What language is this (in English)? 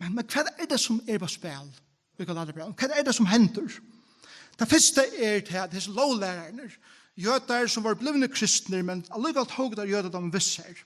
Faroese